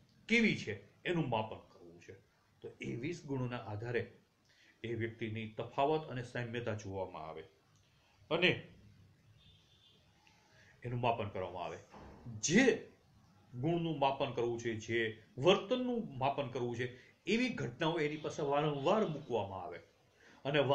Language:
Gujarati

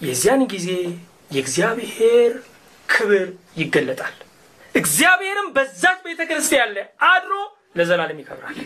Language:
Amharic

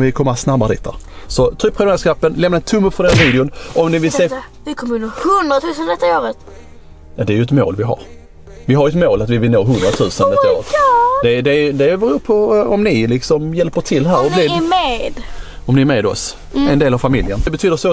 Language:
Swedish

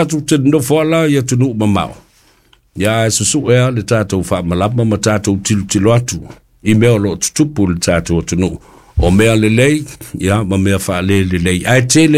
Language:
Samoan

